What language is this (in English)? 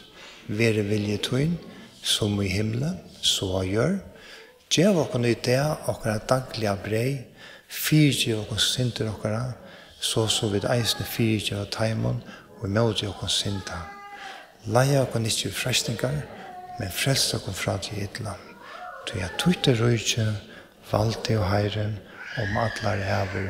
Faroese